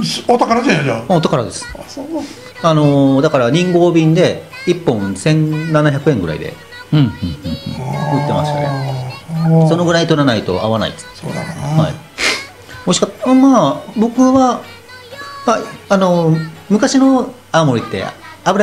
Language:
Japanese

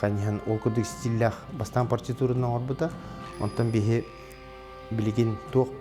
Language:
Yakut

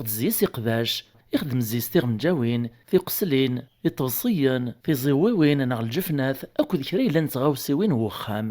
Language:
Kabyle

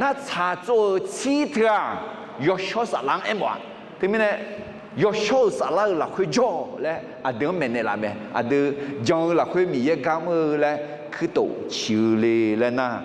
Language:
Akha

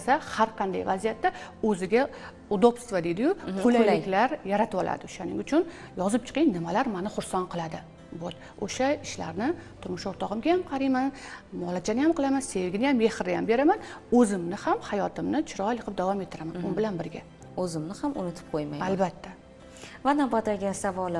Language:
Uzbek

